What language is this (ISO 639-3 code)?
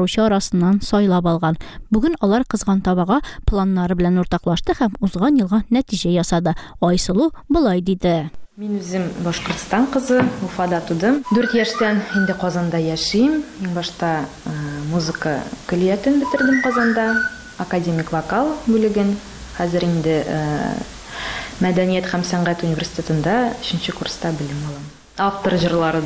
tat